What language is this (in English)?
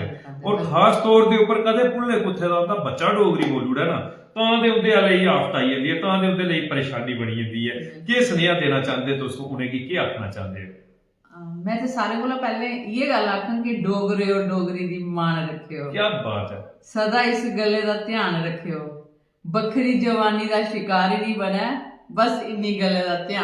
Dogri